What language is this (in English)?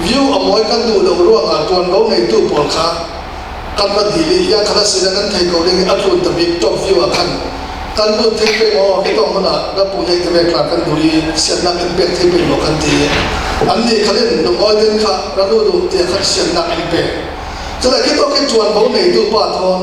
Falam Chin